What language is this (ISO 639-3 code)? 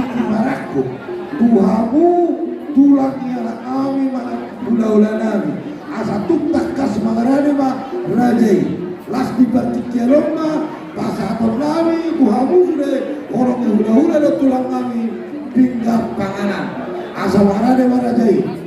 bbc